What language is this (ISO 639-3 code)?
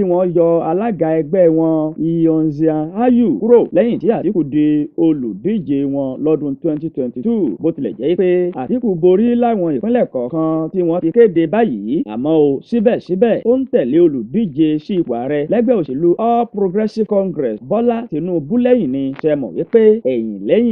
yor